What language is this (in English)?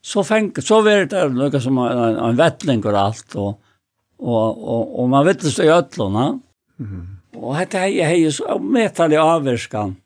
Faroese